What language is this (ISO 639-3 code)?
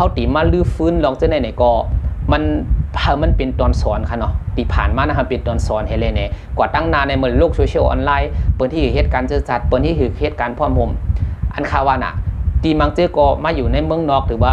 shn